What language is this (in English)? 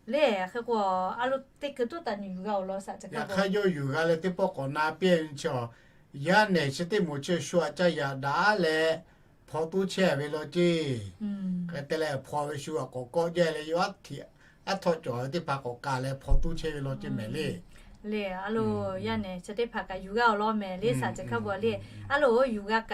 Lahu